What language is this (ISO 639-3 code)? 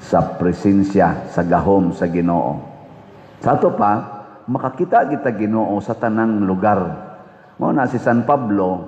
ceb